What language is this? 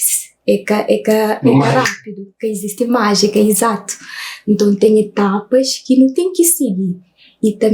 Kabuverdianu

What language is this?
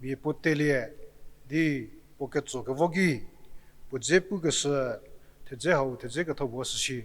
Angami Naga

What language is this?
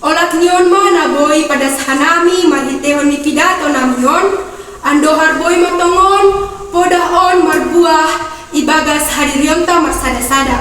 Batak Simalungun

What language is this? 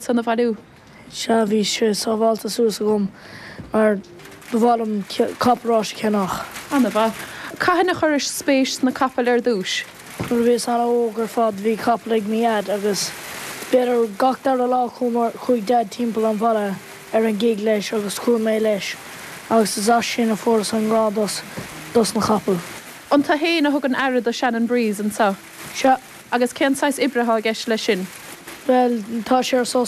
Irish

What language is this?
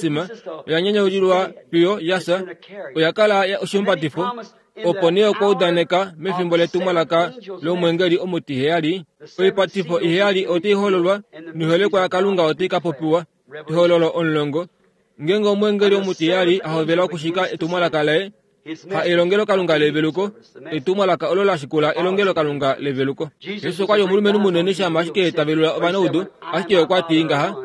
Kuanyama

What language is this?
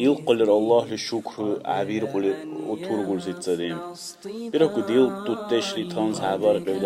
Dargwa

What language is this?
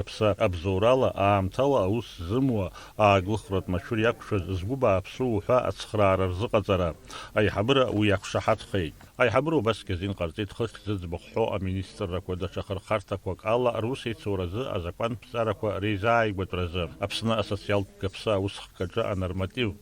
Abkhazian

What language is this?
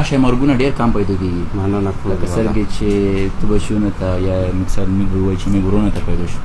Pashto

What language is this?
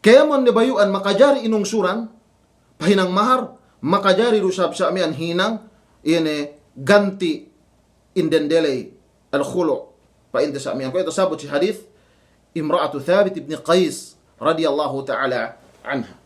Yakan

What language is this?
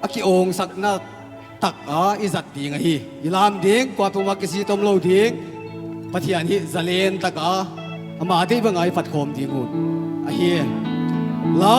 Paite Chin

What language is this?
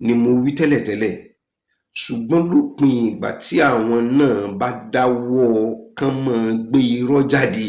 Yoruba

